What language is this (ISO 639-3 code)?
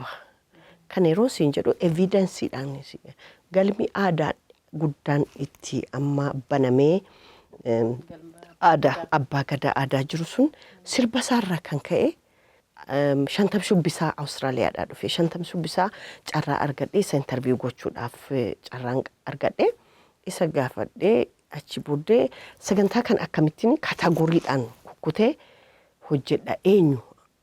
orm